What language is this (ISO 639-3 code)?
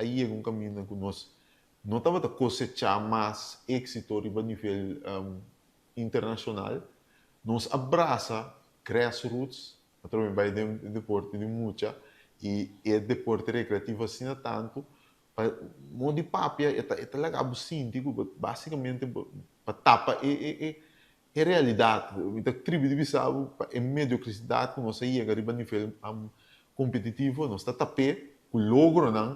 pap